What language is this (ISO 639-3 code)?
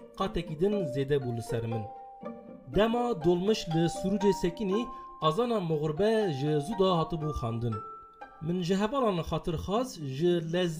kur